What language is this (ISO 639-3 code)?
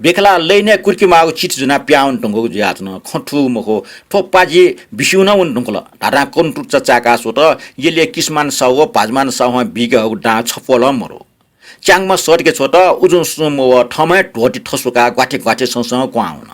new